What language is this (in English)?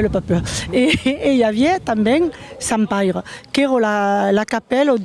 Occitan